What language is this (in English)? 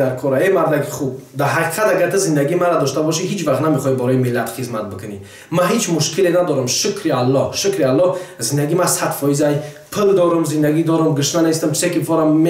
Tajik